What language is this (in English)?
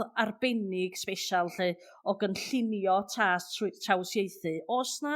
Welsh